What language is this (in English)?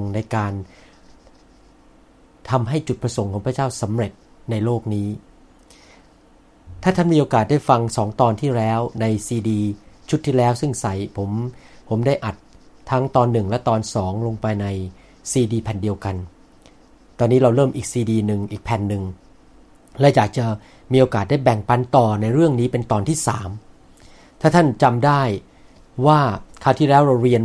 Thai